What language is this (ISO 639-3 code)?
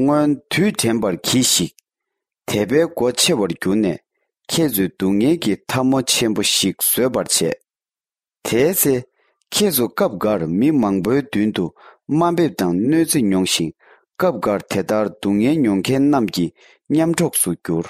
bod